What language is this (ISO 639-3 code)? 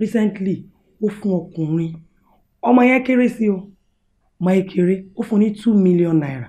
yor